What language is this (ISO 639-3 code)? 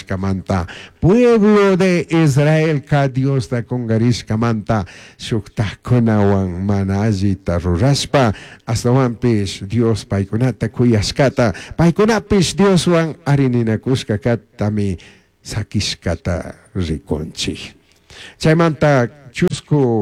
qug